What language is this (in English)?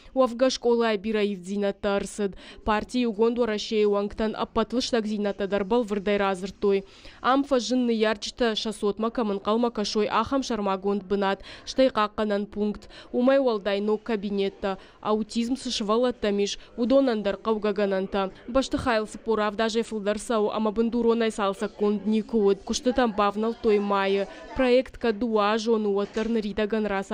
Ossetic